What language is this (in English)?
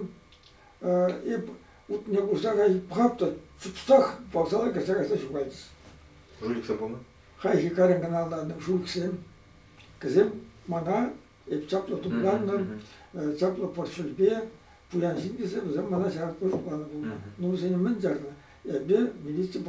Chuvash